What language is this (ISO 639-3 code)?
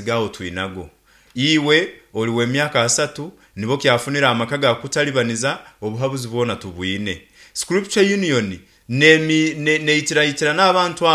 nyn